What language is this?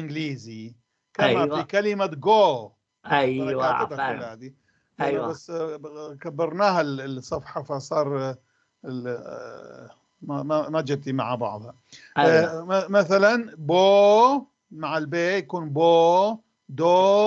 North Levantine Arabic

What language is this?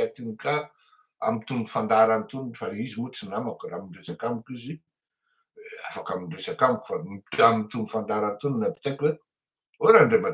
Malagasy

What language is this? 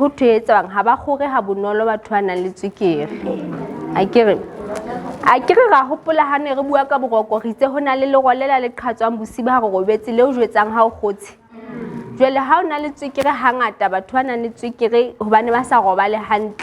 Southern Sotho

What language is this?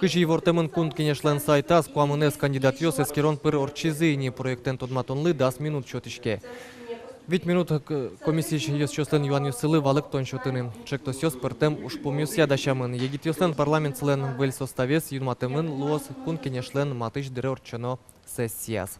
Udmurt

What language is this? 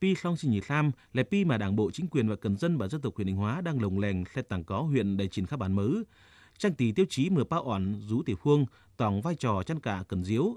Tày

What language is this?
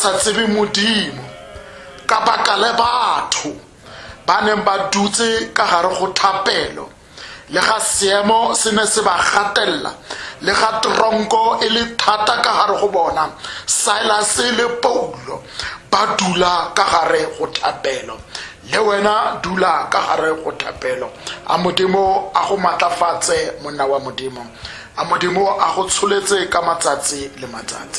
Tswana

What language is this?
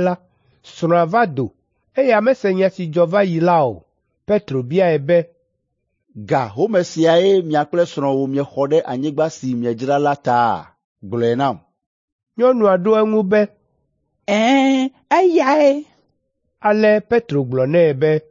Ewe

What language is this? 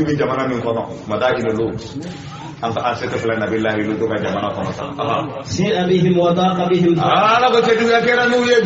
Bambara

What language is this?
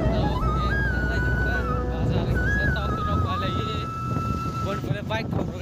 Kok Borok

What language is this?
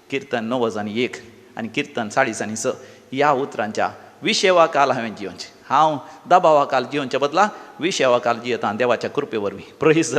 Konkani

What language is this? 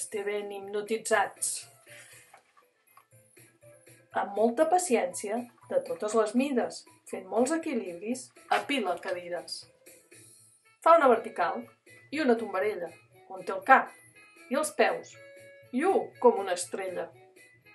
Catalan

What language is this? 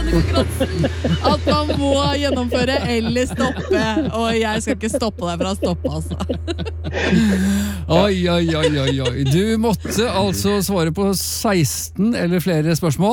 Norwegian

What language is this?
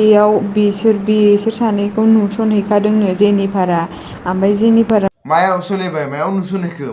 Bodo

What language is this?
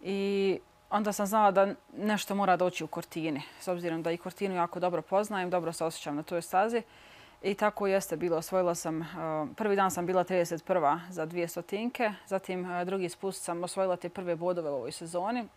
Bosnian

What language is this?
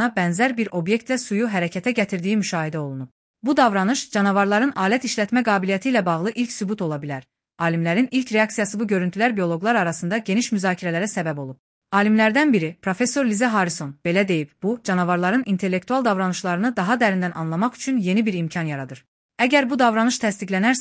Azerbaijani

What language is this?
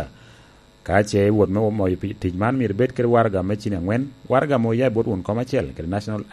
Lango (Uganda)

